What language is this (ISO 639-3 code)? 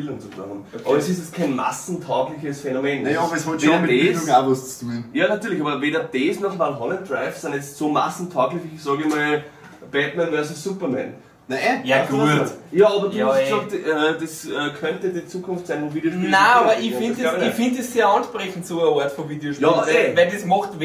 bar